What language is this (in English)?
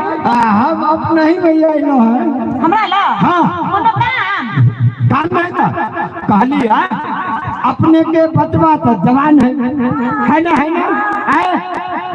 Maithili